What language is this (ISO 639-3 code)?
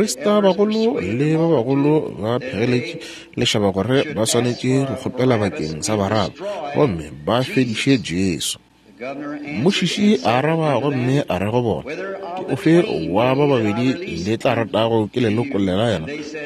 nso